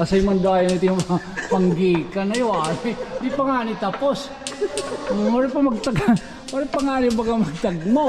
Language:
Waray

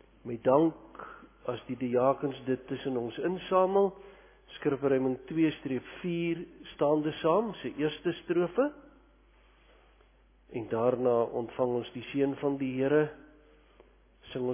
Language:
Afrikaans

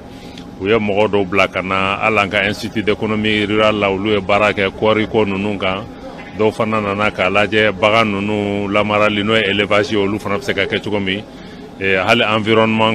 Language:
Bambara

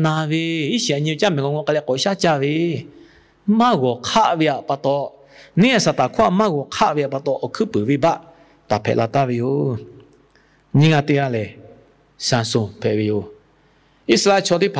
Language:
Lahu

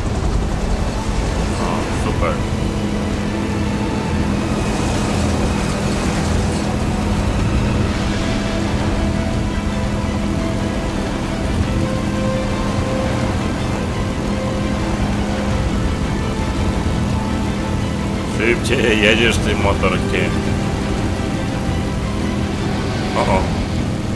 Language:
Polish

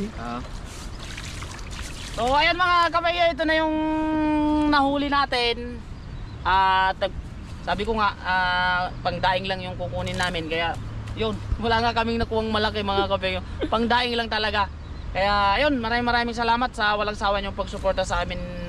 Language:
Filipino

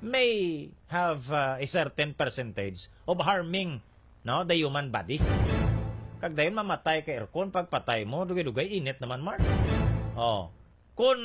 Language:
Hiligaynon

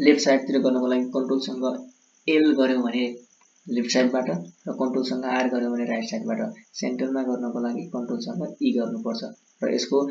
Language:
Nepali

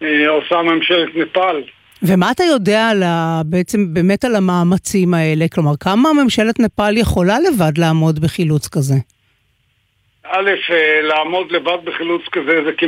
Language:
Hebrew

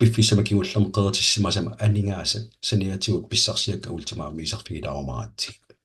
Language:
Kalaallisut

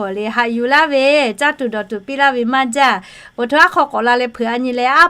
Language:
Lahu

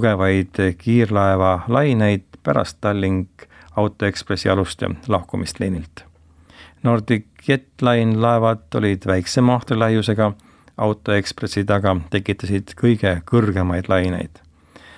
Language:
Estonian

